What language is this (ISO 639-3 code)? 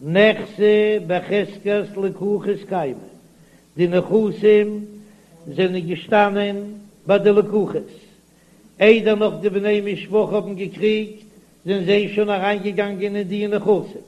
yid